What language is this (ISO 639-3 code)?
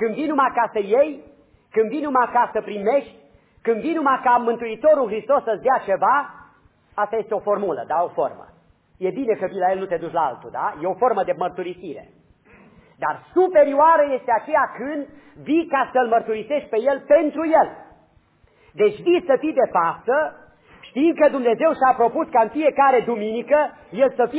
ron